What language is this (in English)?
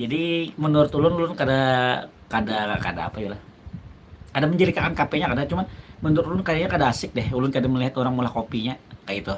Banjar